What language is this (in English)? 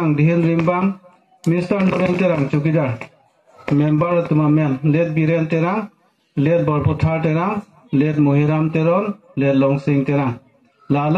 Karbi